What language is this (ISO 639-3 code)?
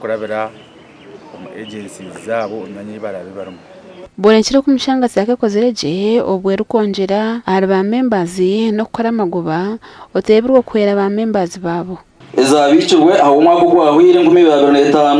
nyn